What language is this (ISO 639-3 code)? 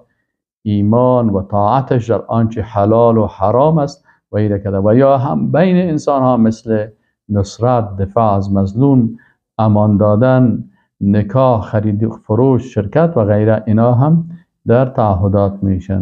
fas